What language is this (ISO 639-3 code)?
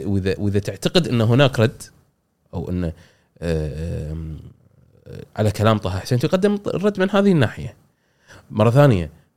afb